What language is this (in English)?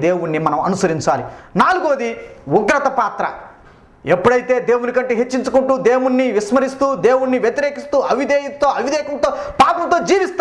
Telugu